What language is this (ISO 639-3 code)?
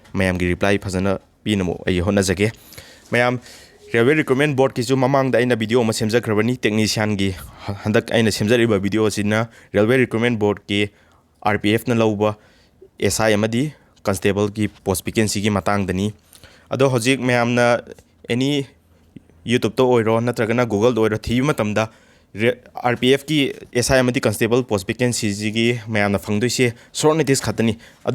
mni